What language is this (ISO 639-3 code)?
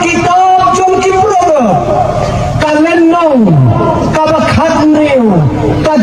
kha